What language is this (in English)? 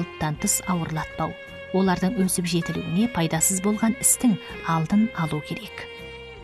Kazakh